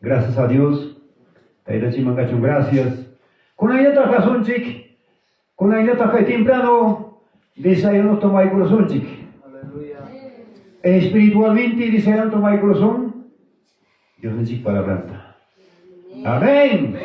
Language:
Ayacucho Quechua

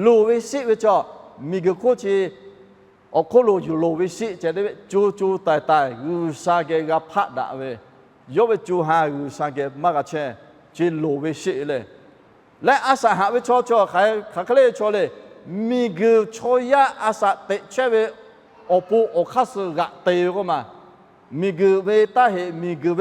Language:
Lahu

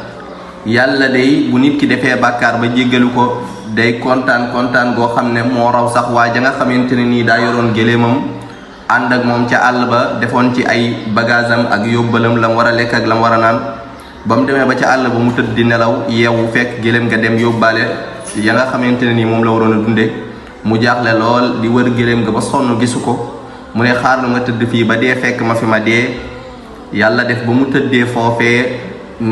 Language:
Wolof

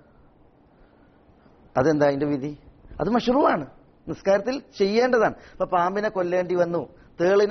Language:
Malayalam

